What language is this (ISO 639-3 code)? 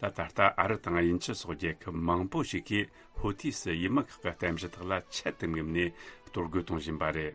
bod